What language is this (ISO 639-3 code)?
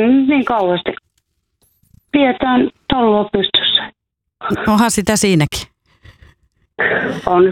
fin